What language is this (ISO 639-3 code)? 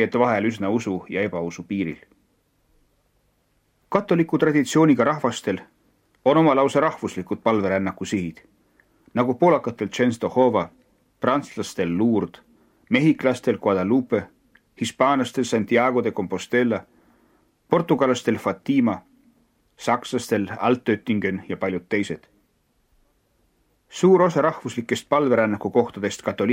est